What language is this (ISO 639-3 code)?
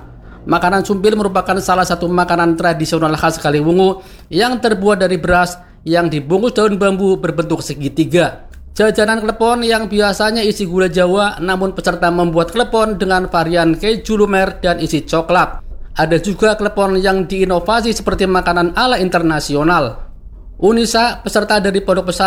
ind